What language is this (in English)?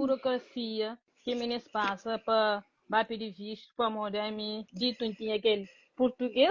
Kabuverdianu